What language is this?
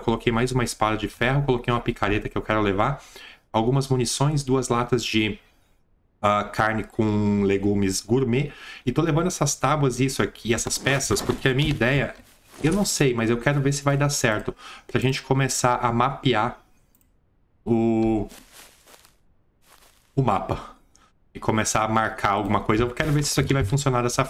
Portuguese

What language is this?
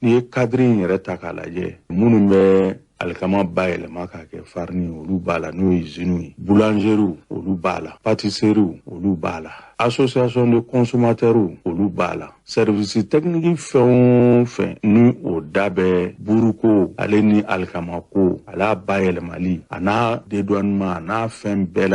Bambara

